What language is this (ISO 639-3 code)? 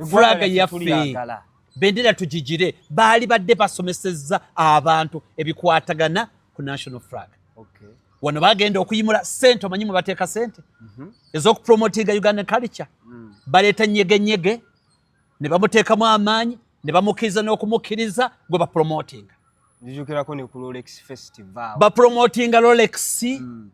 lug